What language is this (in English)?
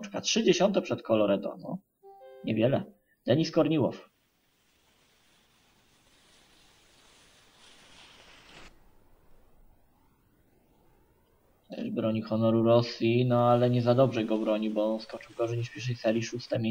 Polish